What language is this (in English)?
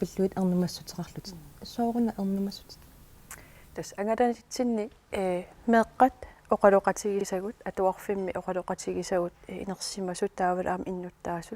Kalaallisut